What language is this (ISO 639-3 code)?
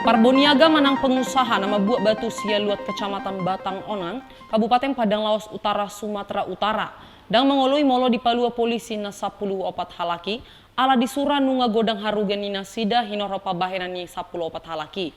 bbc